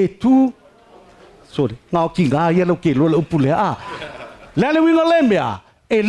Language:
Samoan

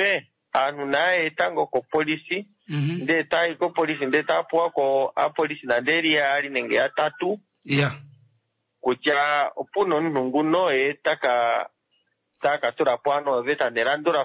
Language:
Kuanyama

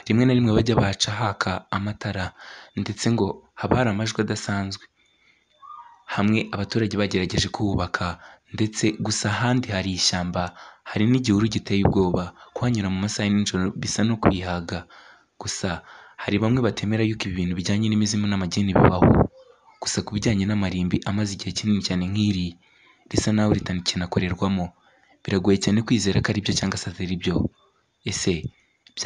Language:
Kinyarwanda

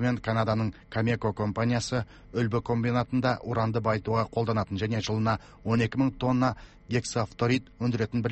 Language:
Kazakh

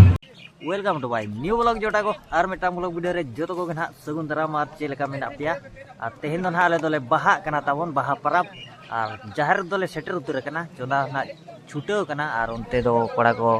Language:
Santali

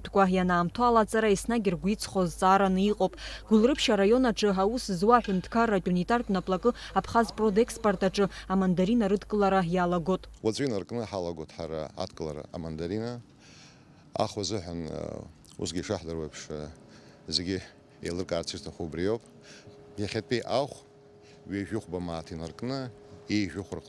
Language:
Abkhazian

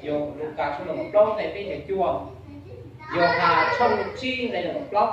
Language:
Hmong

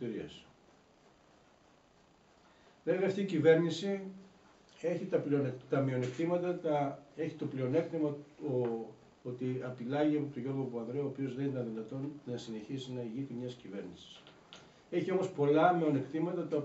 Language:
Greek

